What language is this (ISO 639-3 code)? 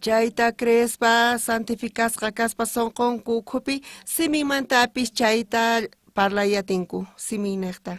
quh